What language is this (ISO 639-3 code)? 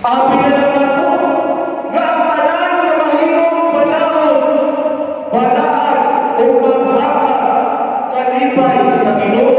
ceb